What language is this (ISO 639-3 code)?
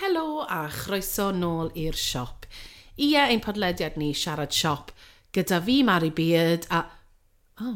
cym